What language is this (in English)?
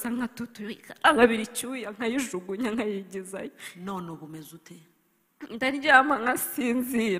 Kinyarwanda